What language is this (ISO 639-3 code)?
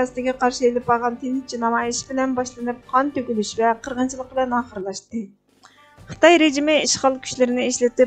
uig